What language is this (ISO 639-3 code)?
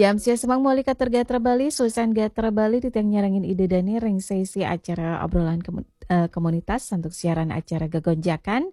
ban